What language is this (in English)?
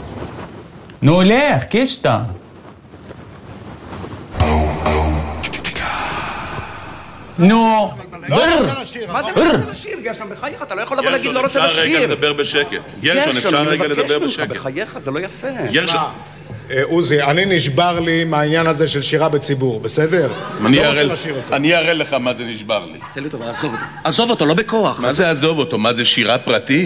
Hebrew